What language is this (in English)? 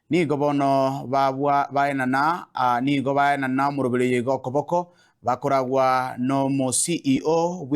Gusii